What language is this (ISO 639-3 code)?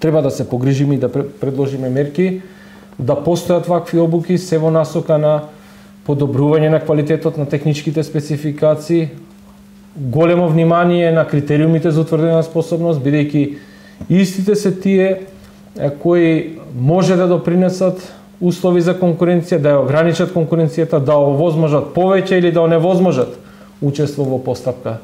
mkd